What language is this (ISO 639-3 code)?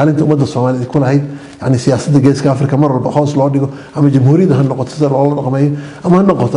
som